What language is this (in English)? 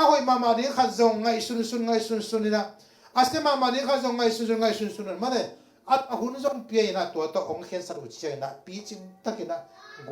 Tedim Chin